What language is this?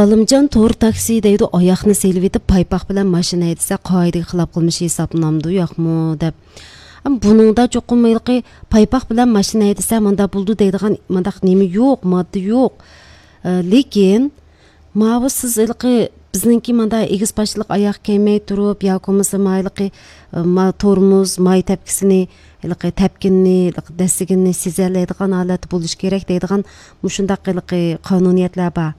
Uyghur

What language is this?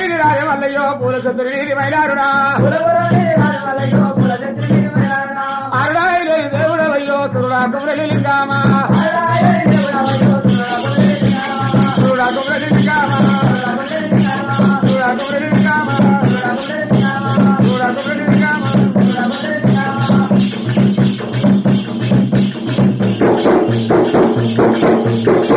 Telugu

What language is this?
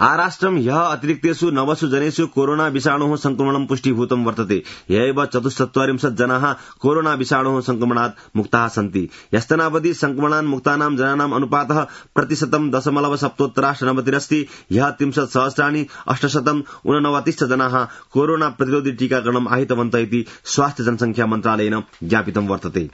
Sanskrit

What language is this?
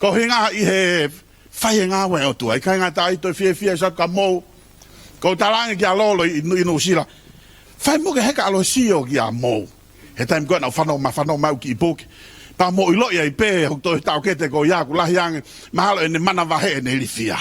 Tongan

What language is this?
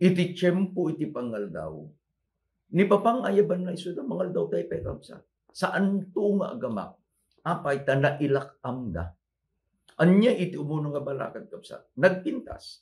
Iloko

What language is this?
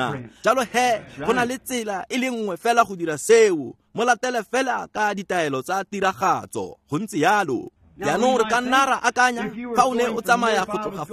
Tswana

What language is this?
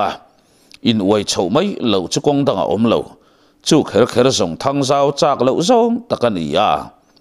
Mizo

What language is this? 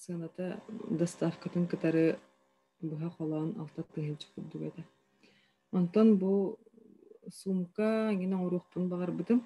Yakut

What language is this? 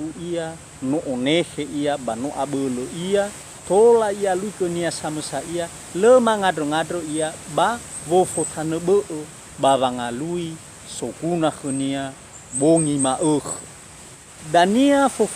Nias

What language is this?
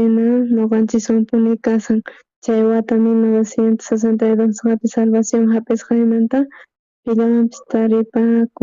South Bolivian Quechua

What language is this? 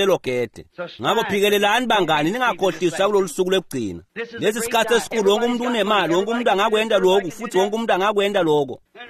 Swati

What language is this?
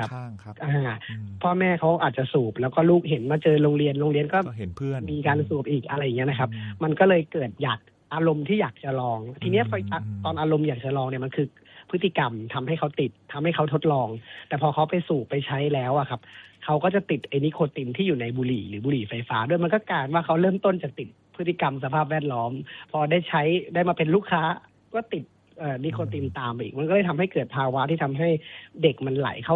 Thai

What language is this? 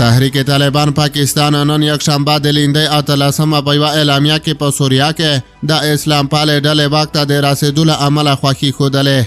Pashto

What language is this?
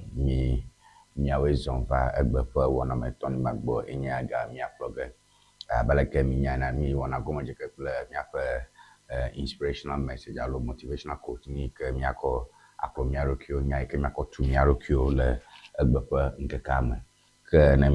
Ewe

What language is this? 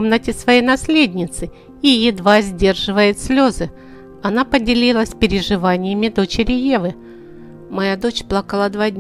Russian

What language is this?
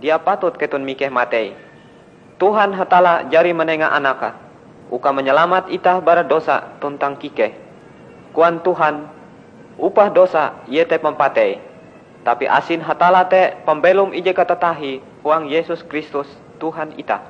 Ngaju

